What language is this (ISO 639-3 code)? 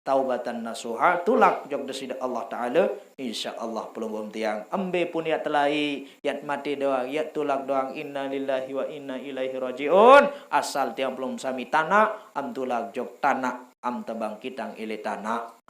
sas